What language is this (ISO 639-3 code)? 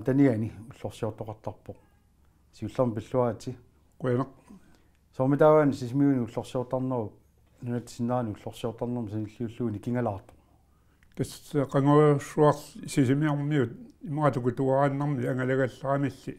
kal